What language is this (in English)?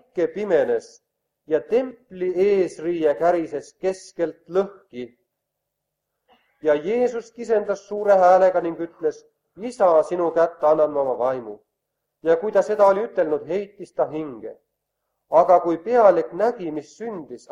Estonian